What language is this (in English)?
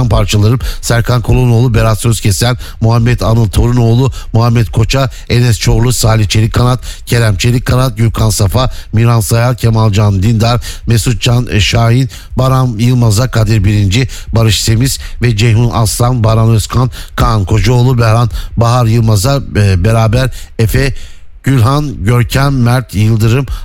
Turkish